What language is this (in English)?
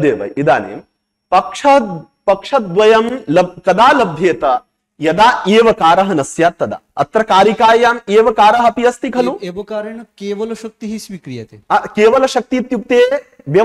Sanskrit